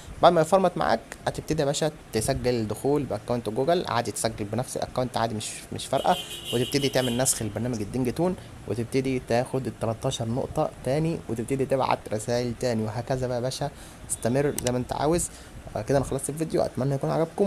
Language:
Egyptian Arabic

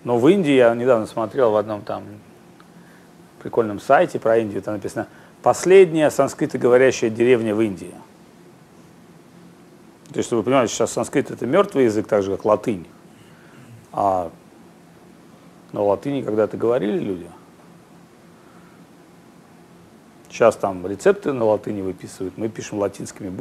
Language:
Russian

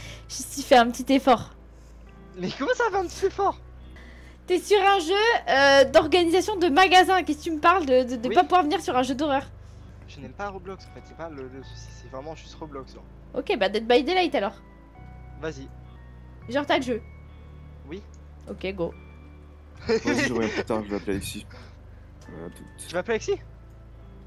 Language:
French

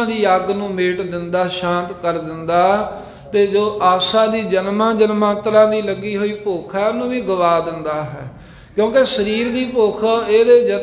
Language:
Punjabi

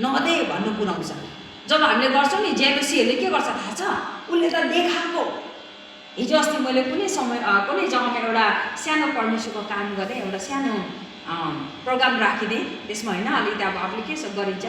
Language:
Nepali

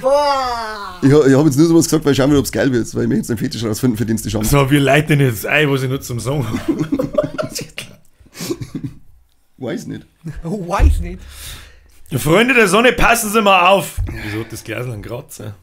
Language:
Bavarian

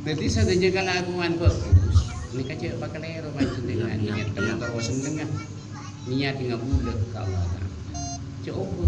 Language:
Madurese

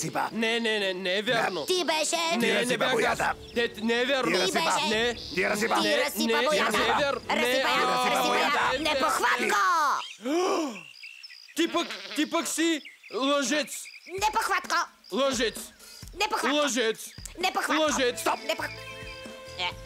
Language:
Bulgarian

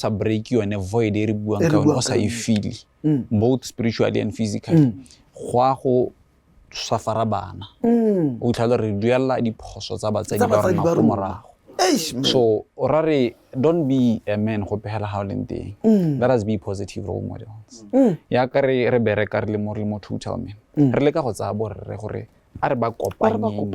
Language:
Tswana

